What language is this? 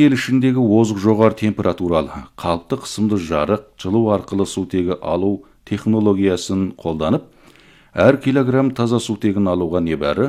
Kazakh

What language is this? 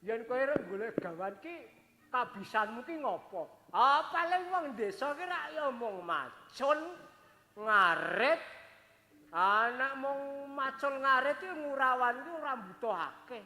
Javanese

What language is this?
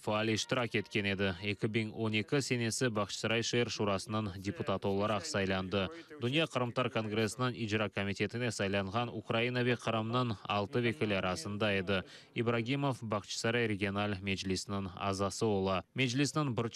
Crimean Tatar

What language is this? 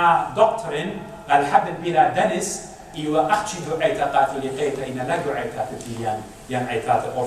Assyrian Neo-Aramaic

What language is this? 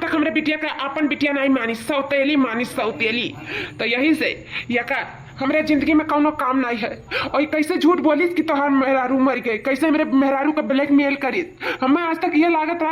Awadhi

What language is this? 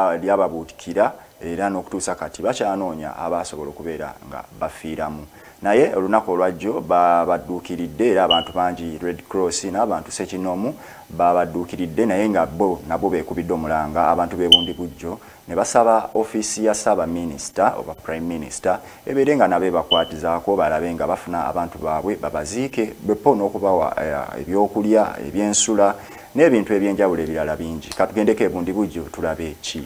Ganda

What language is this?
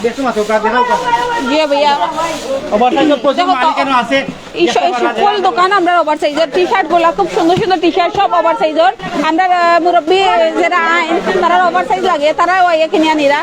Sylheti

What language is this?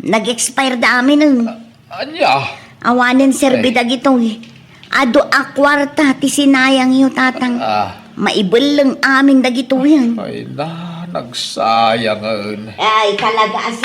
Iloko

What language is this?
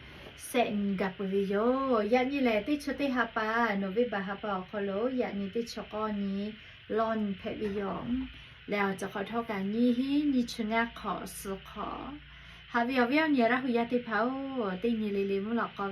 Lahu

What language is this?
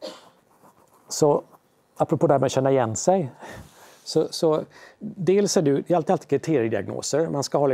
Swedish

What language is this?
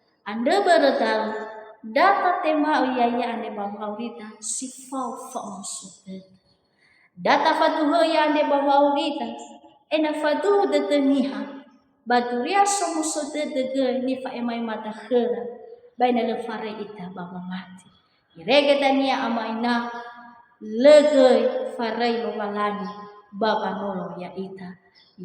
Nias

